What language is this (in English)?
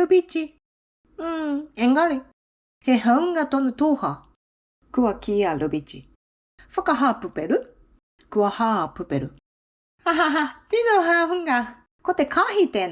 Māori